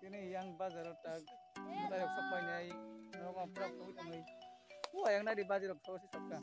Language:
Kok Borok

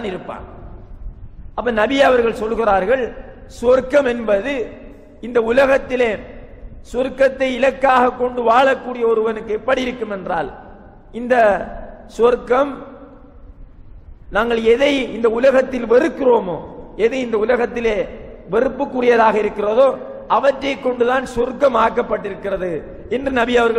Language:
Tamil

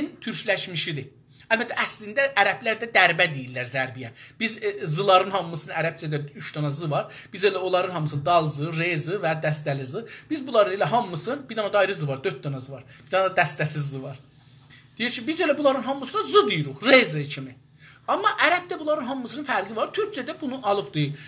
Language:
South Azerbaijani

